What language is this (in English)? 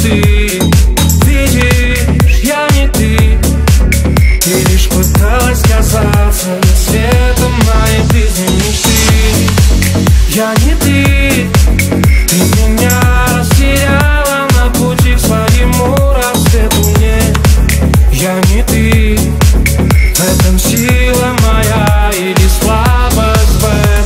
Russian